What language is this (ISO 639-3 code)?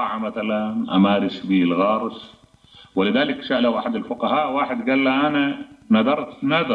acm